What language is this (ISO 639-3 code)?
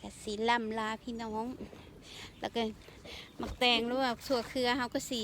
lao